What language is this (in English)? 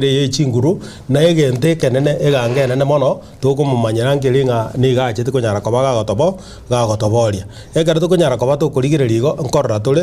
Gusii